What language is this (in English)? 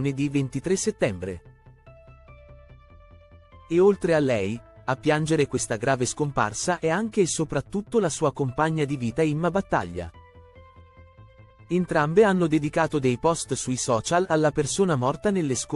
Italian